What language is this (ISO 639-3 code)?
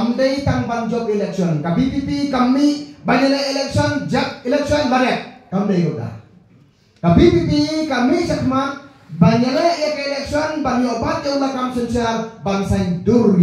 kha